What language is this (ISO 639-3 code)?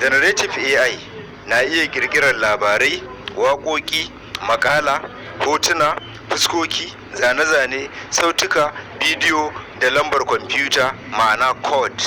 hau